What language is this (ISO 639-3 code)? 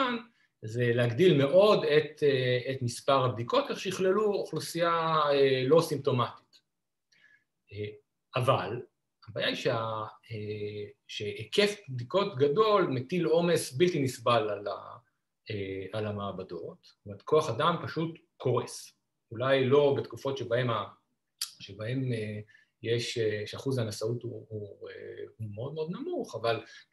heb